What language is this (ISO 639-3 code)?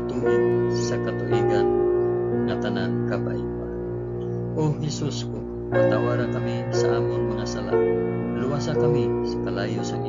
hil